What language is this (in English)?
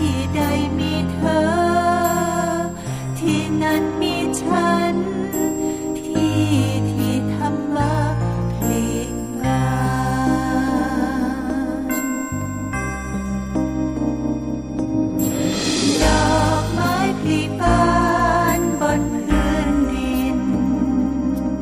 Thai